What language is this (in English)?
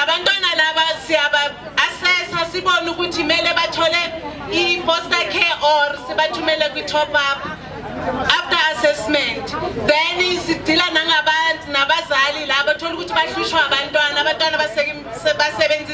Zulu